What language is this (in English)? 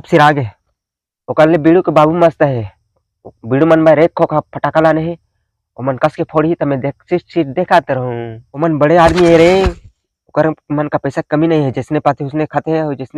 Chhattisgarhi